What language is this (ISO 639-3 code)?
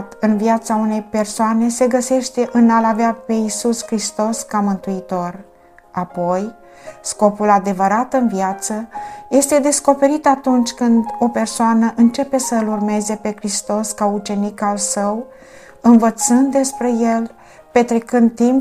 ron